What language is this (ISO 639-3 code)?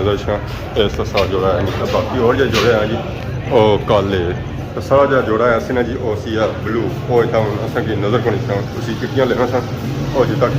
phr